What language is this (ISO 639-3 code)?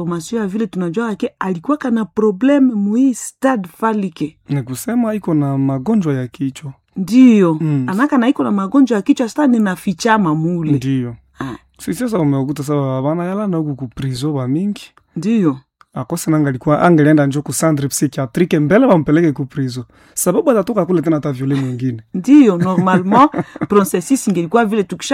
swa